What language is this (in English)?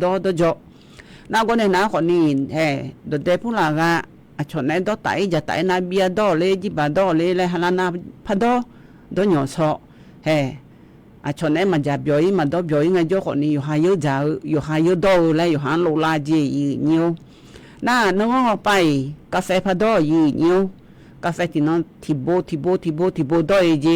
Akha